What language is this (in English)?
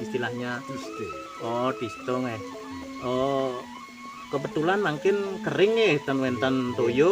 Balinese